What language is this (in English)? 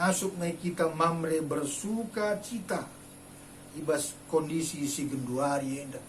Batak Karo